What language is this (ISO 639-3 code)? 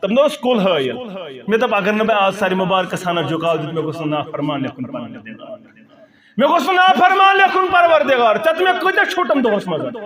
kas